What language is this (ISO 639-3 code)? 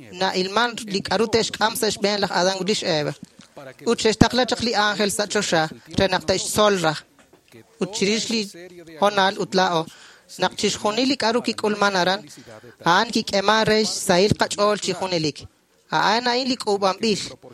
kek